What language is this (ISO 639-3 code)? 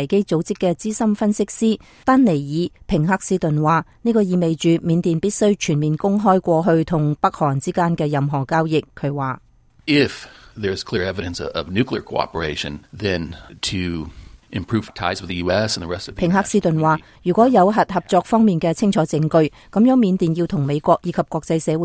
yue